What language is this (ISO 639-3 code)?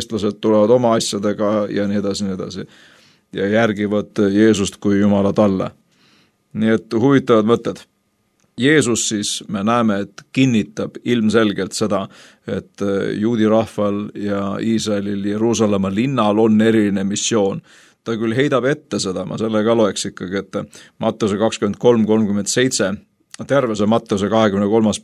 est